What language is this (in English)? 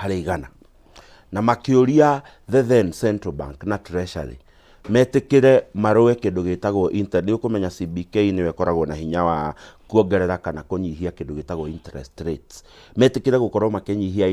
Kikuyu